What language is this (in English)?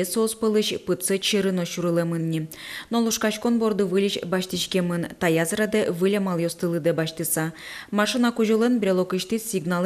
Udmurt